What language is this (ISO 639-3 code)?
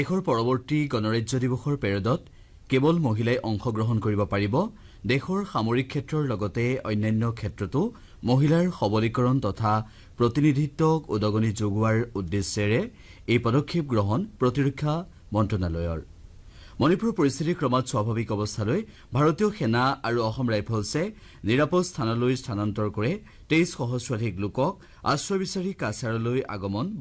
asm